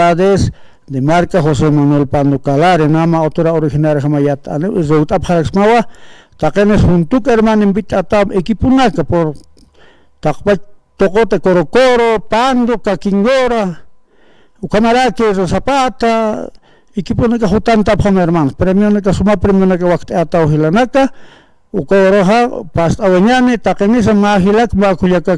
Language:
Aymara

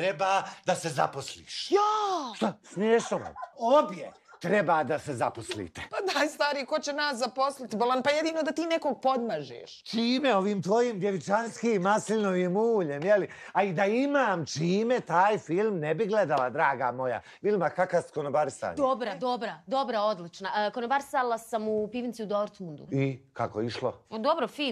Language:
Bosnian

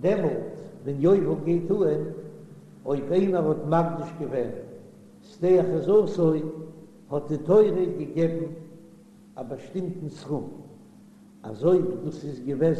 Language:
Yiddish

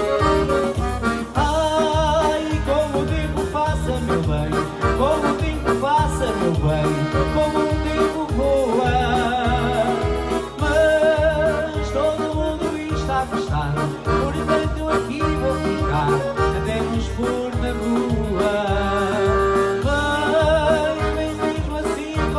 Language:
Portuguese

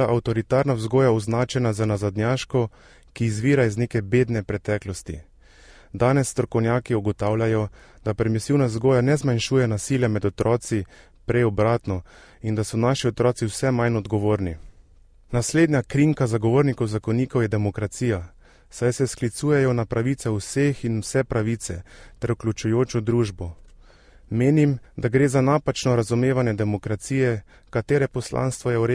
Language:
Slovenian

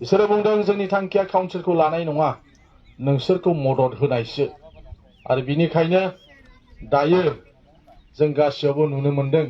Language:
Bodo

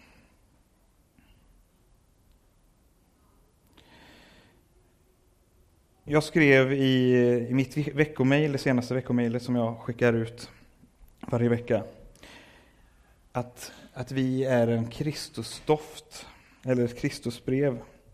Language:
Swedish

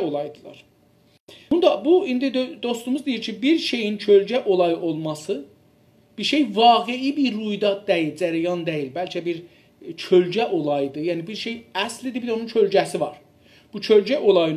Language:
South Azerbaijani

